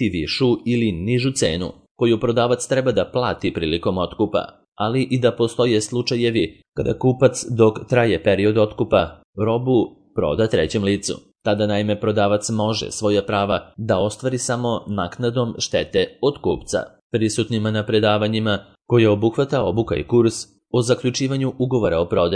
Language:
Serbian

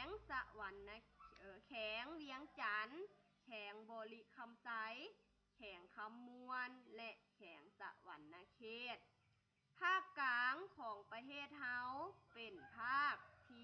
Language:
Lao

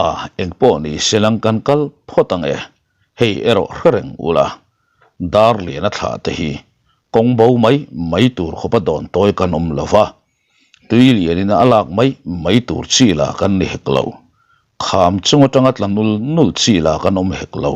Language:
Mizo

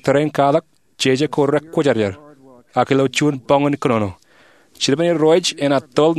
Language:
Marshallese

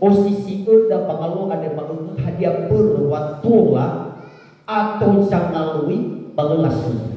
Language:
Nias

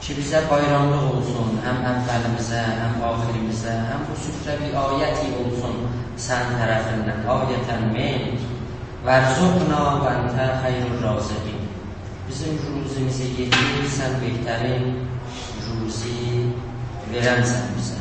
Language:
South Azerbaijani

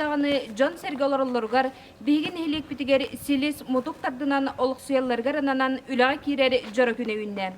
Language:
Yakut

